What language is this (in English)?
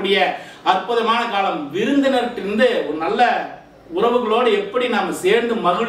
Tamil